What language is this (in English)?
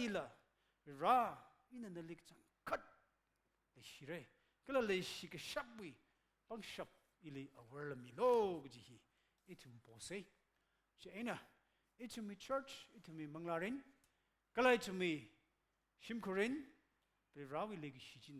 Tangkhul Naga (India)